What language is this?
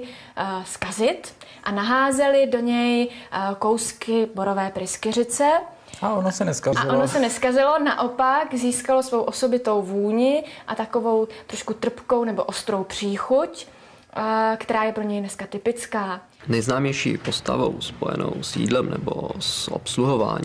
Czech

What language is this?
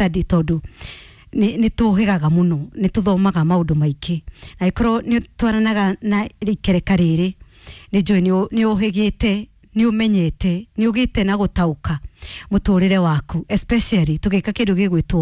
Kikuyu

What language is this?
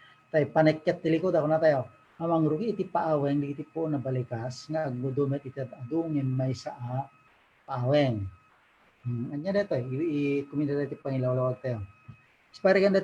Iloko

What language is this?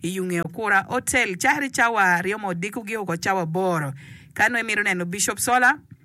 Acoli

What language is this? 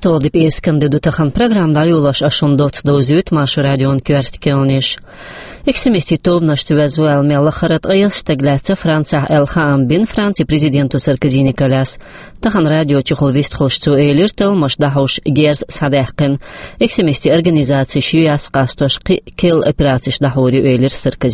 Chechen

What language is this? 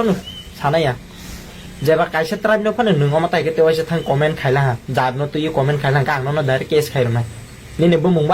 Kok Borok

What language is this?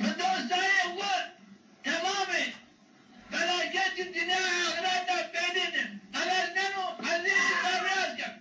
Zaza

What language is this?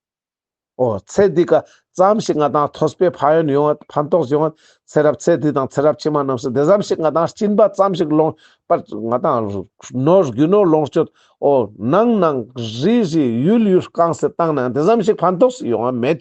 Ladakhi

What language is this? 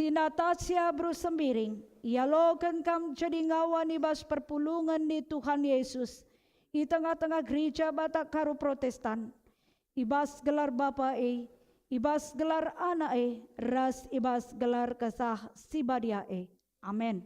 Batak Karo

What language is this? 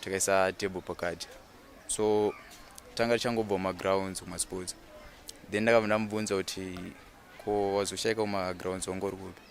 Shona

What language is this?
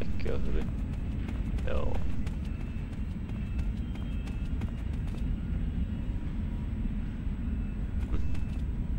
Finnish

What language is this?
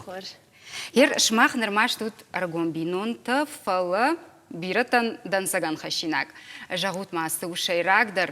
Ossetic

